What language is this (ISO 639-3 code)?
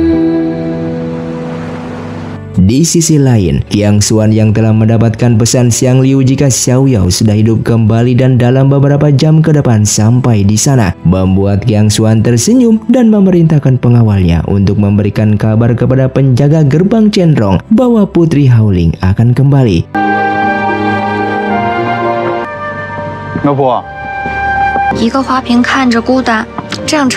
ind